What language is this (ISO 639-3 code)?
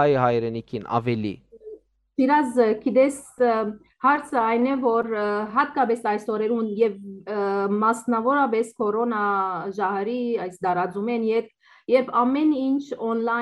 hyw